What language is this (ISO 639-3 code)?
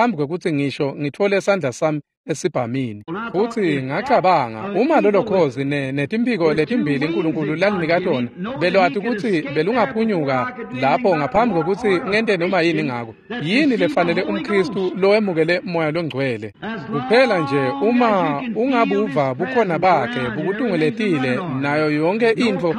ssw